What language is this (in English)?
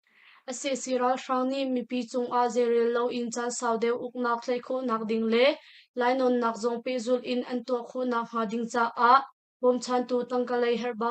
Hakha Chin